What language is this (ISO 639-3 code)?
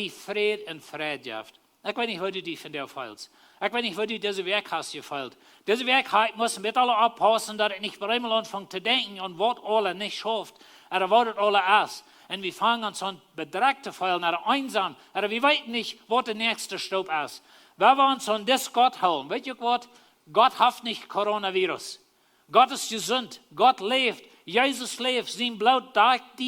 pdt